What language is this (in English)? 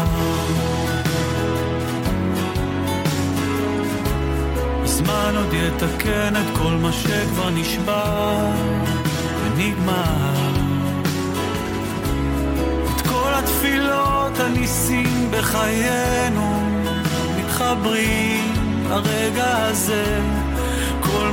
Hebrew